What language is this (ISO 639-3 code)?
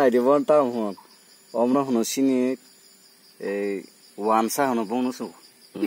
trp